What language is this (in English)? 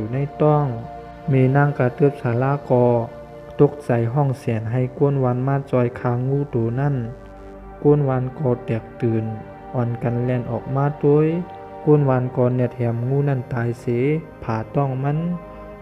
Shan